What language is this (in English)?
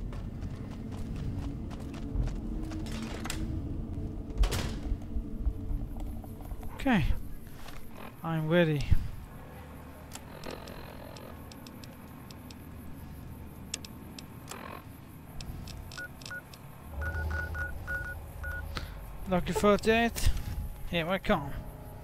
English